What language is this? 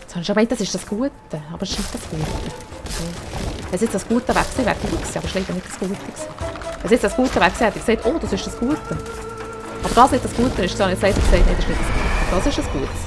Swiss German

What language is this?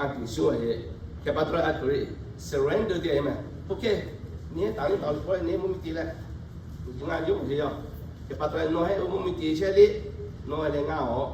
Lahu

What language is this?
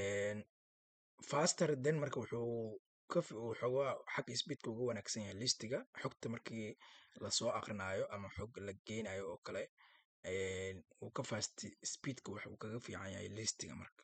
Somali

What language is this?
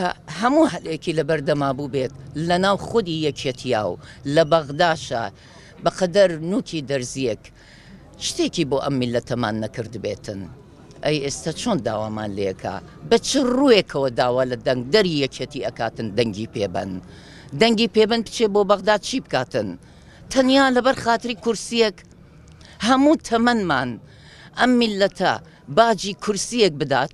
Central Kurdish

